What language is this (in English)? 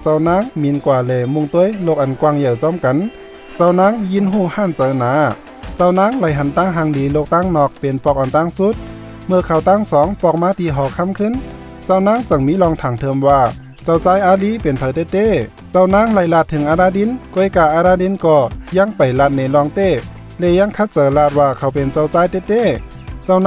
Shan